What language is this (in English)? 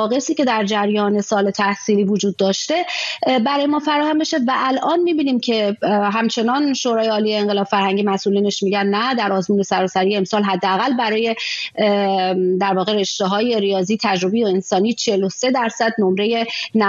Persian